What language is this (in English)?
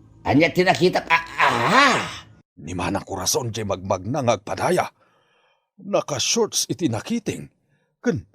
Iloko